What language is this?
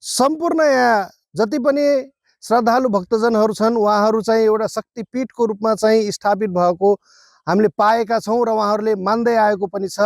Nepali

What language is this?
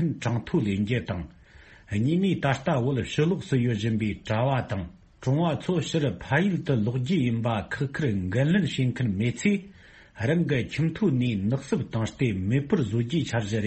Tibetan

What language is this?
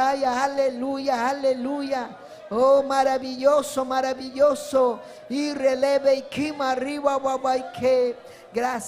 Ayacucho Quechua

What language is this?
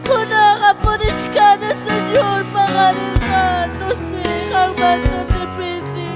Ayacucho Quechua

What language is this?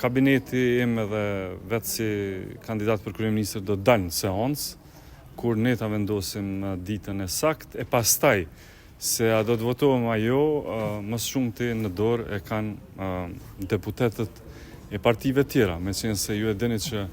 Albanian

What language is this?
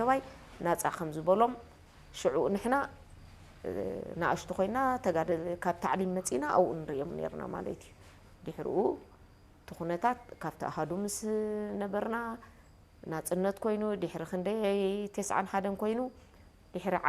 Tigrinya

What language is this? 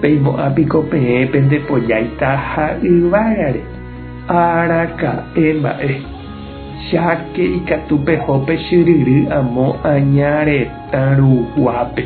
Guarani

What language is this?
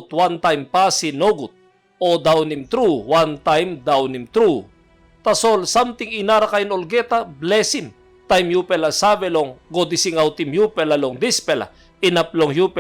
Tok Pisin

